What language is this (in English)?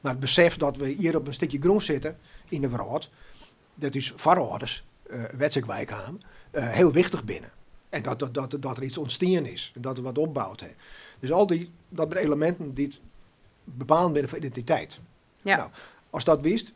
Western Frisian